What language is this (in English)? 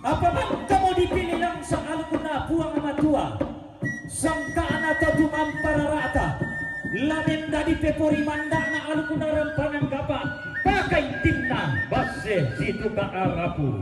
Toraja-Sa'dan